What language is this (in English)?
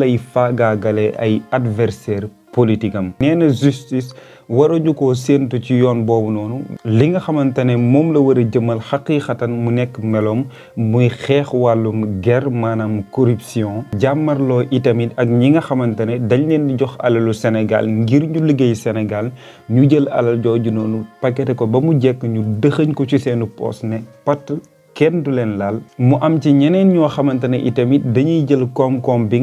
Wolof